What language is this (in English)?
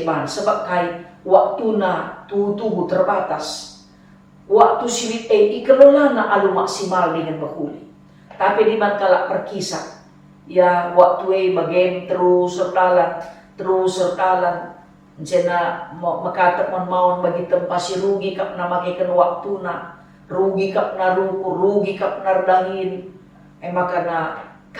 Batak Karo